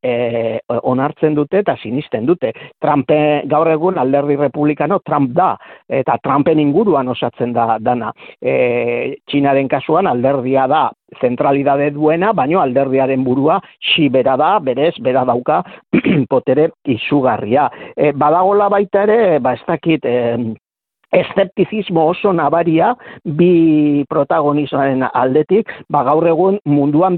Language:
Basque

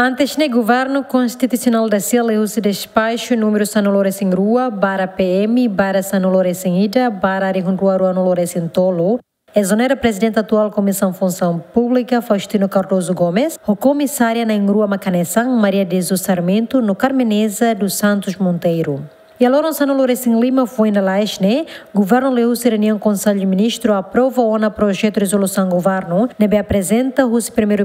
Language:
Tetum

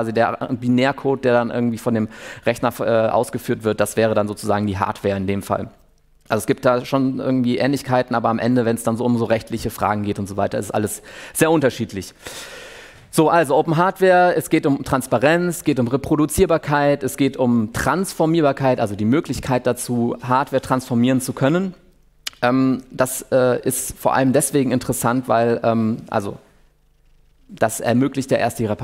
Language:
German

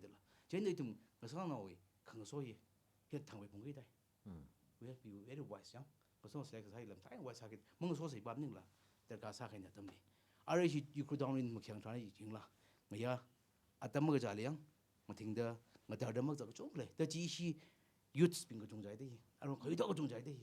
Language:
Tangkhul Naga (India)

